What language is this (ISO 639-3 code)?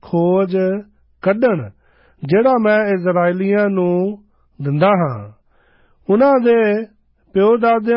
pan